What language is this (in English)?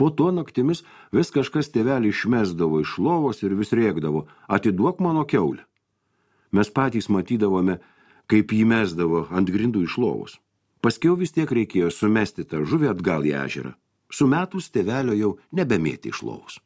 Lithuanian